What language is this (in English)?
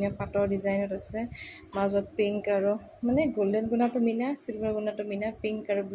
Assamese